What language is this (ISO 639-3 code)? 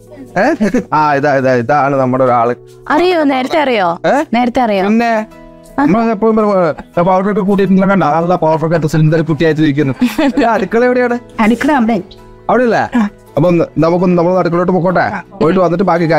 mal